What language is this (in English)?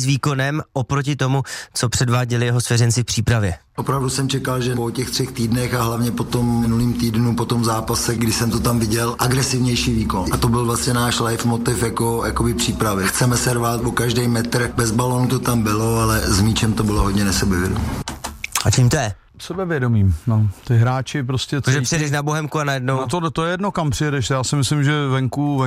Czech